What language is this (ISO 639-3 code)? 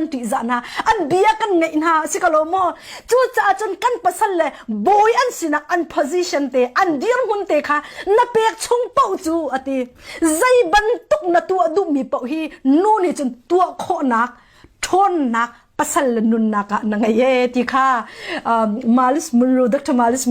cnh